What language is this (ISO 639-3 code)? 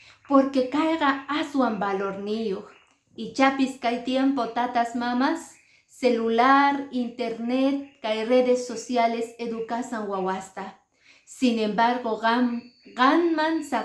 que